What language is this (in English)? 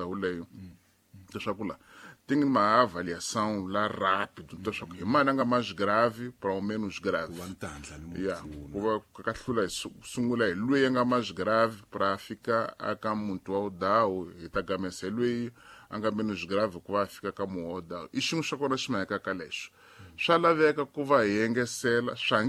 Tsonga